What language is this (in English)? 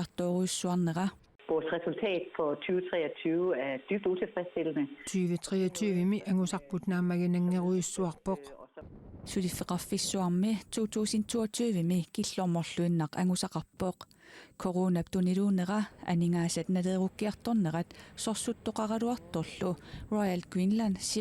Kalaallisut